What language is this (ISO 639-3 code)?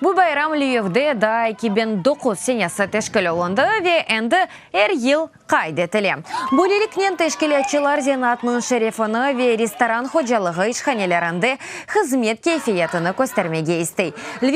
crh